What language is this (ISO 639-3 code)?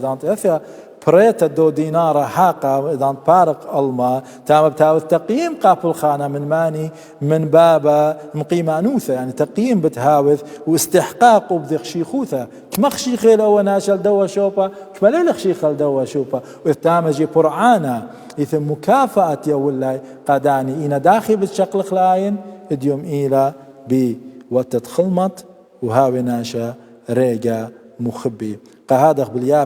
aii